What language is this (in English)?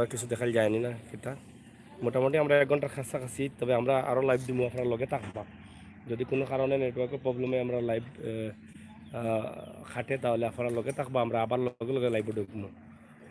Sylheti